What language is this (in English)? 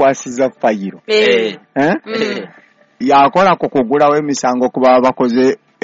Ganda